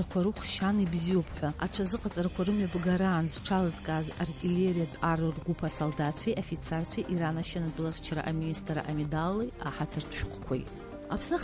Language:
Abkhazian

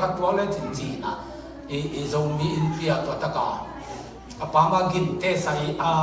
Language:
Tedim Chin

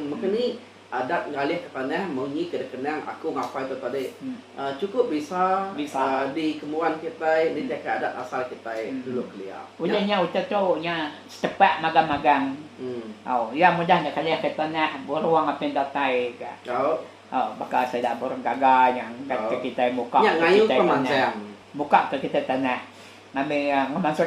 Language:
Iban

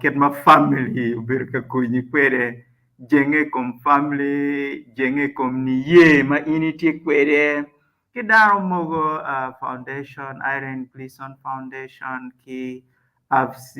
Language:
Acoli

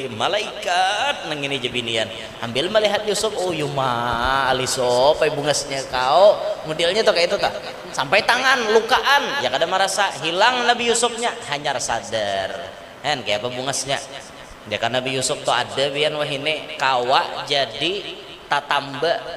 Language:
Banjar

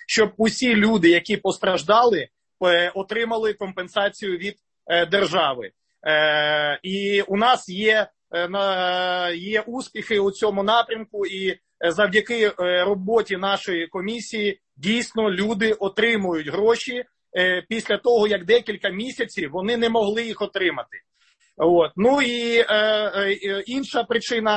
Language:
Ukrainian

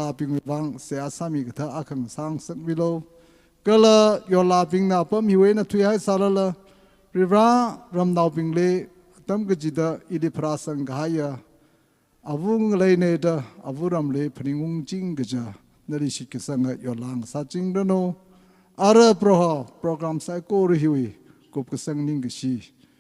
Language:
Tangkhul Naga (India)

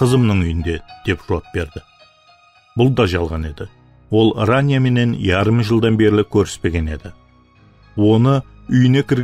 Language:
Kara-Kalpak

